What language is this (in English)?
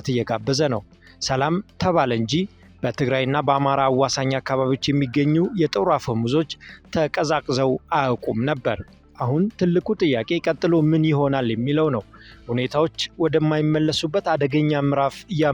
Amharic